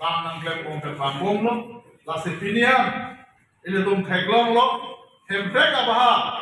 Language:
Karbi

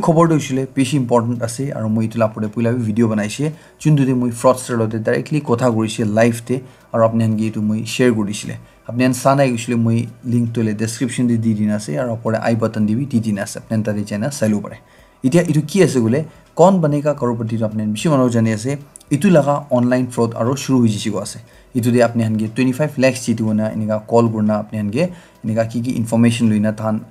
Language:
Naga Pidgin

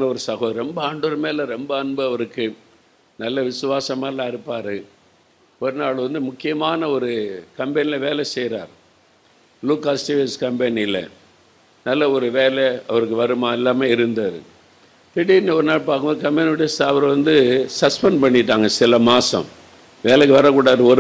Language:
Tamil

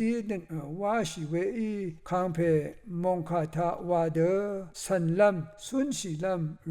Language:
Rawang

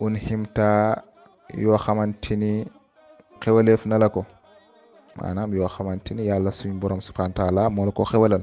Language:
Wolof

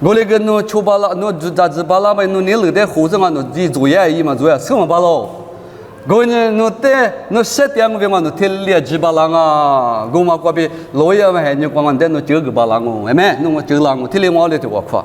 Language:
Lisu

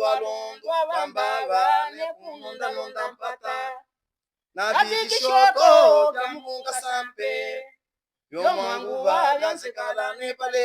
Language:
Luba-Katanga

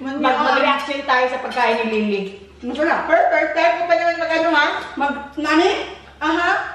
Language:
Filipino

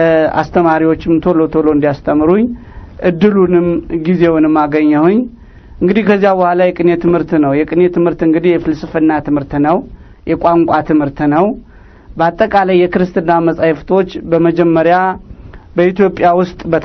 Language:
Amharic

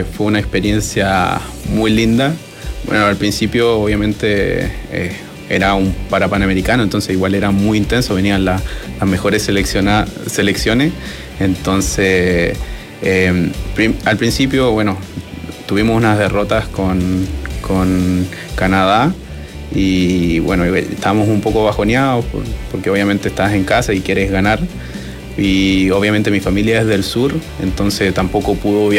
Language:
Spanish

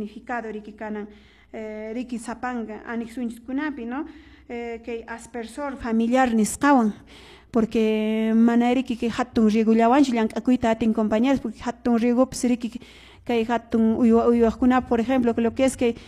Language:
Quechua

